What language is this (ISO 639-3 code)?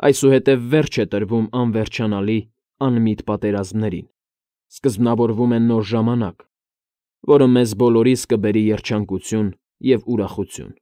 hye